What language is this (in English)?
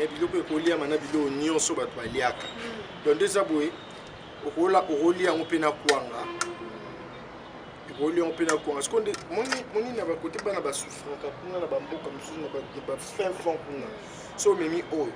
Lingala